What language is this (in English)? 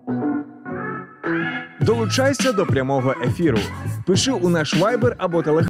Ukrainian